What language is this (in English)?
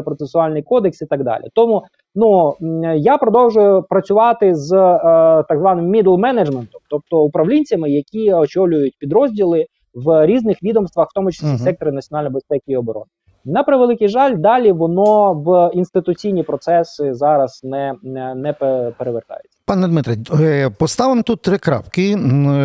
Ukrainian